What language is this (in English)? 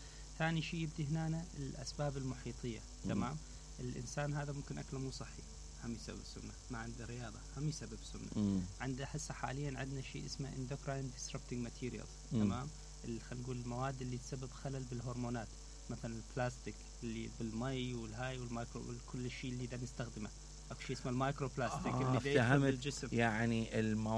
Mesopotamian Arabic